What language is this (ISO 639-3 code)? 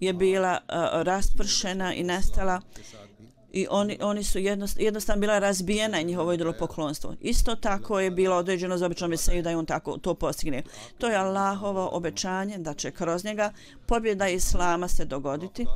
bos